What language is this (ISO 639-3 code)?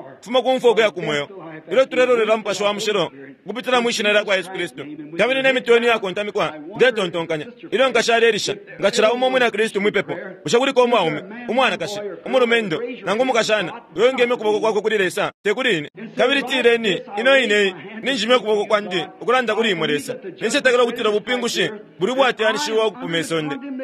bem